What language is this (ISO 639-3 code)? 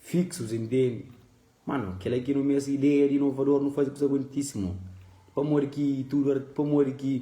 kea